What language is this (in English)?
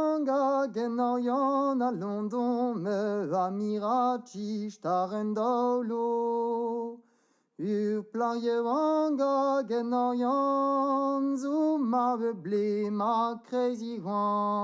Breton